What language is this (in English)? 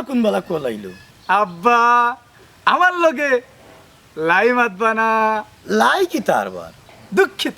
Sylheti